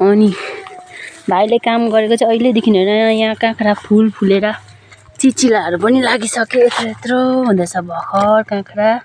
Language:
Nepali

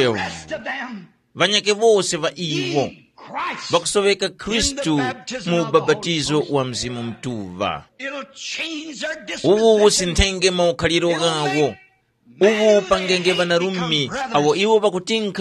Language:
Tumbuka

